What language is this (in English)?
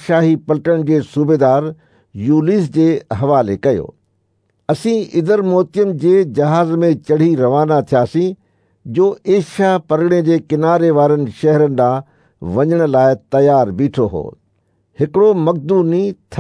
Sindhi